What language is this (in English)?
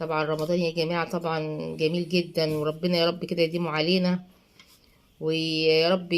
Egyptian Arabic